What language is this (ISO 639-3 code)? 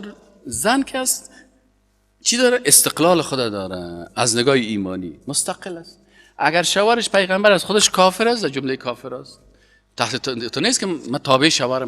fas